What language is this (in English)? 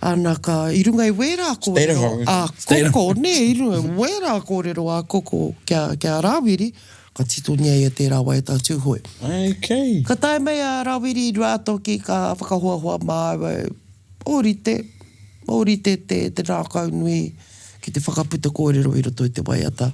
Māori